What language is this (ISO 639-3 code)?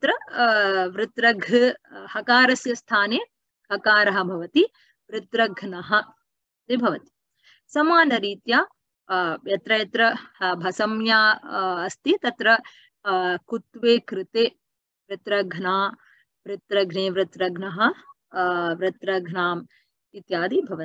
san